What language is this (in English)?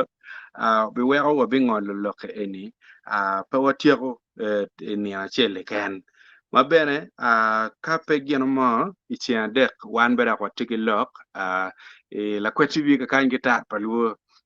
Acoli